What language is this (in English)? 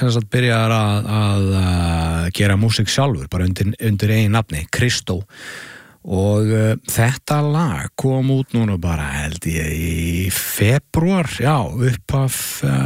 Icelandic